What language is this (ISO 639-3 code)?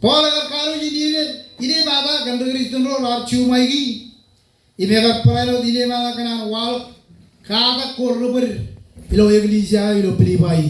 mah